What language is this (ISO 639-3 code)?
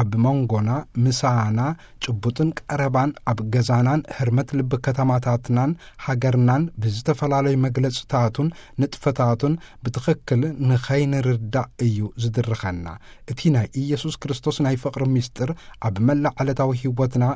tir